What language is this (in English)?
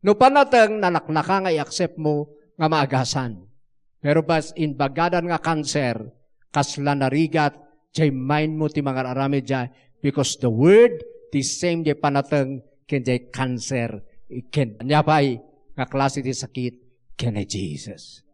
Iloko